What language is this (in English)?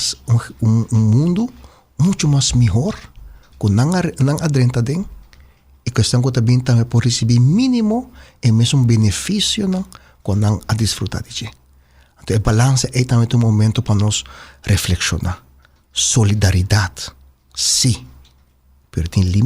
Papiamento